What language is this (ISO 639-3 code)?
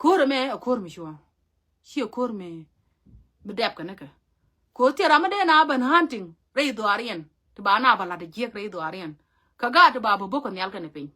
nus